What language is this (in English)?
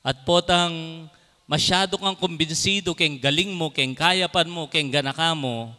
Pampanga